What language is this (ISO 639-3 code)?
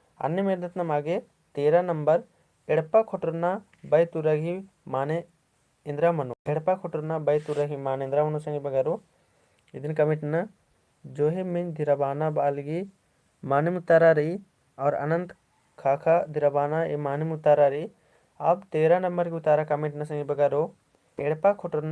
kru